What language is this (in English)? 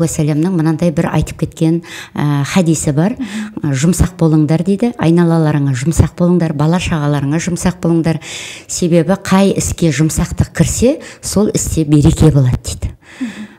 Kazakh